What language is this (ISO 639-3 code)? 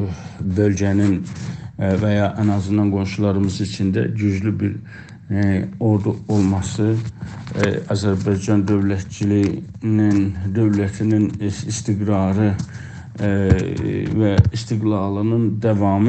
azb